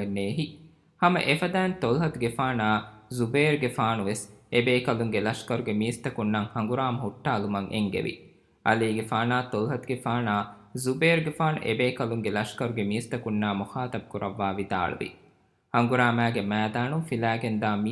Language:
Divehi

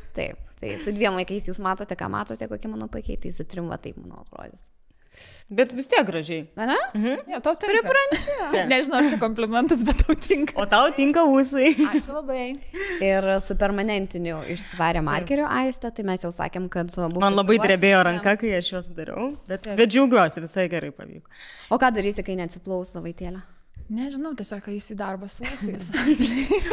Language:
Lithuanian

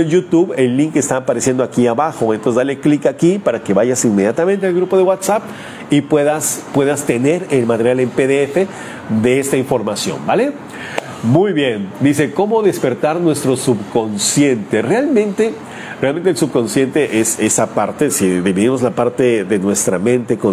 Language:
Spanish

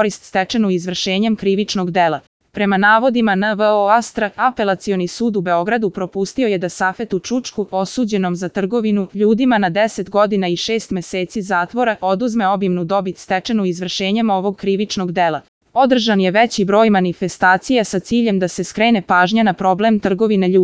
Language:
Serbian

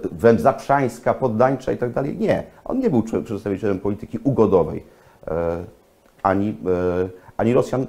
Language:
Polish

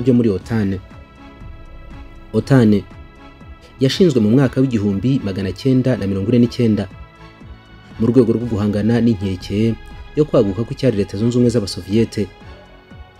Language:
Kinyarwanda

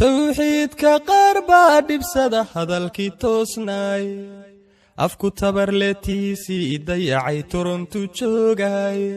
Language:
Somali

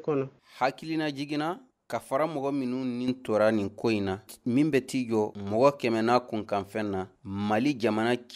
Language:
Bambara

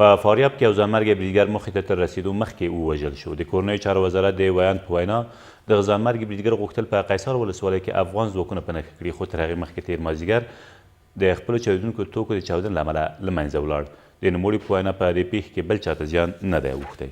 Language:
Pashto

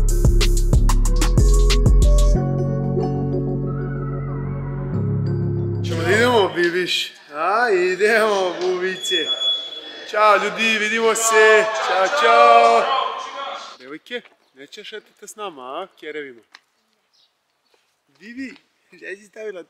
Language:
Serbian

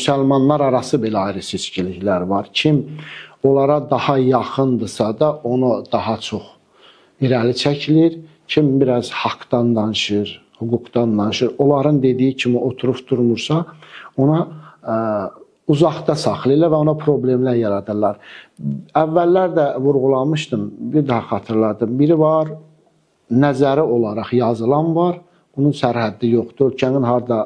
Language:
Azerbaijani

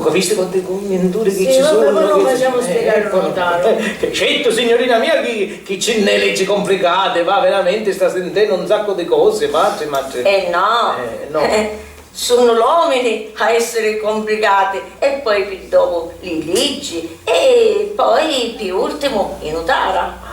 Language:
Sicilian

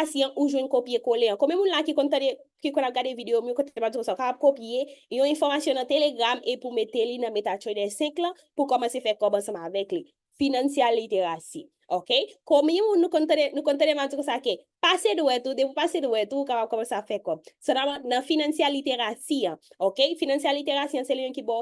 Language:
Haitian Creole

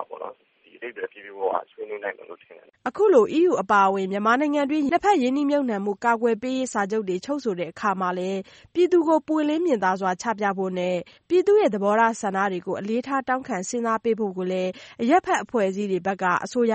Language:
Burmese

